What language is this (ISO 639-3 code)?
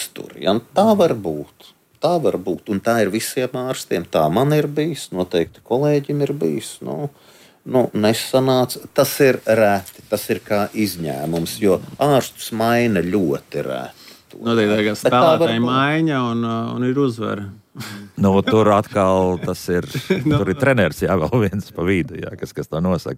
lav